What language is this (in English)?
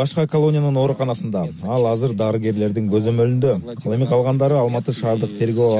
Kyrgyz